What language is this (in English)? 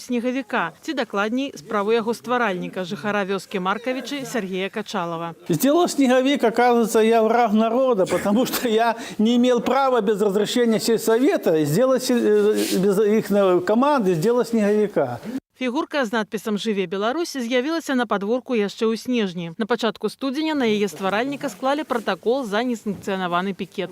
Belarusian